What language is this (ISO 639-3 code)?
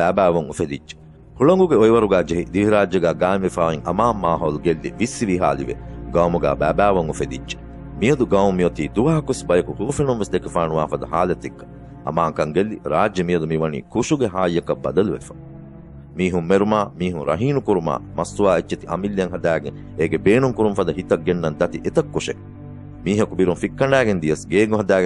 div